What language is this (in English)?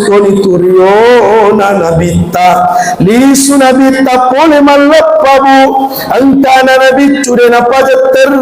Buginese